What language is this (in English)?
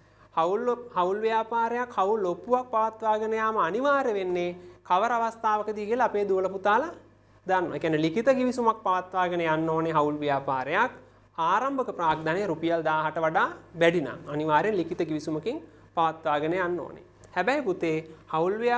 Sinhala